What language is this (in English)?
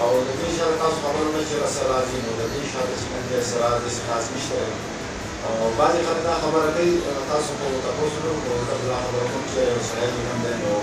Pashto